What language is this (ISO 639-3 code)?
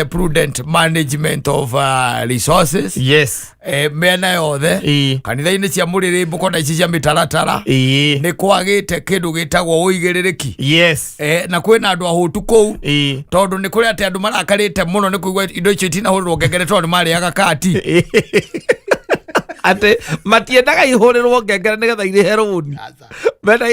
kik